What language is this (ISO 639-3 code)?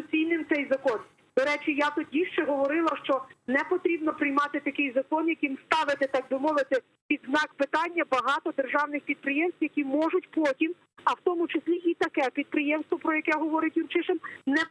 crh